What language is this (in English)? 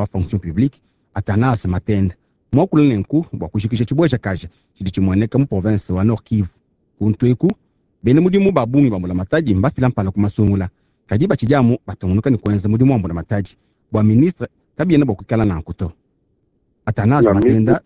Luba-Lulua